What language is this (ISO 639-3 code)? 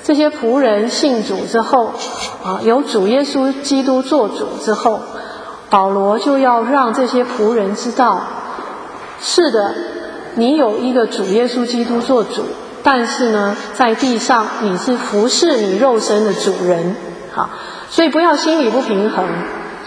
zho